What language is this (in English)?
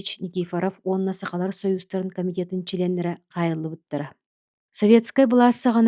Yakut